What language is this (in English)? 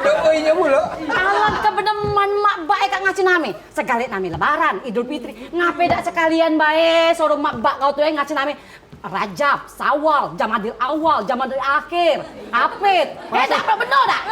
Musi